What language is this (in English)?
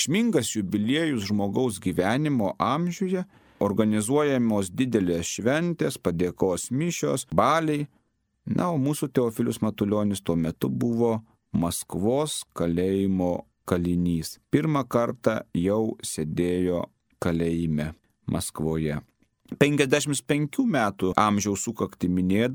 Lithuanian